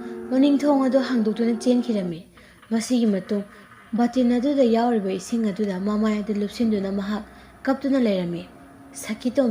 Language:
Manipuri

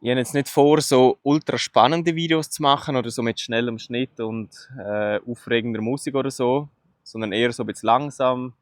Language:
Swiss German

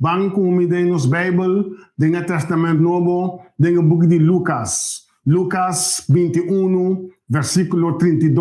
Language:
Papiamento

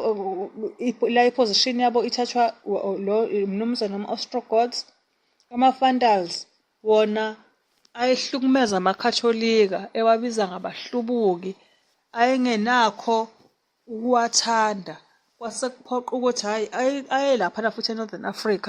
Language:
Zulu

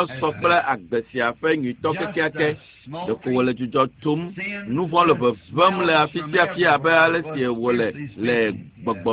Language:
Ewe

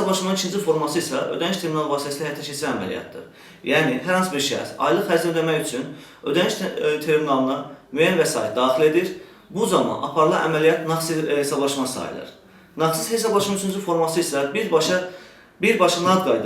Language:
Azerbaijani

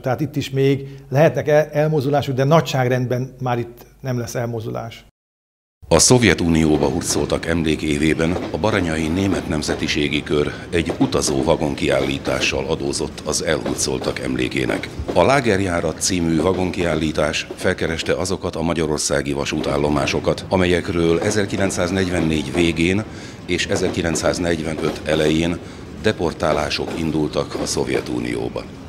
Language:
Hungarian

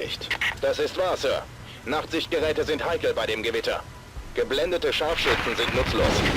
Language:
Bavarian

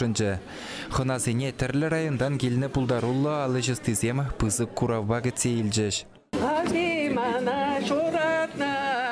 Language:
Chuvash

